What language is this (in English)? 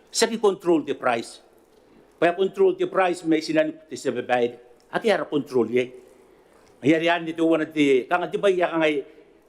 Gilbertese